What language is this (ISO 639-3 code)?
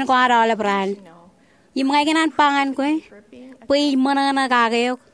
mah